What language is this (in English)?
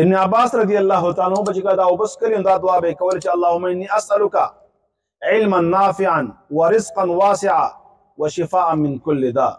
Pashto